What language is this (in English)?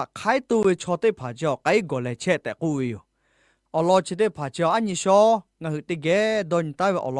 Lahu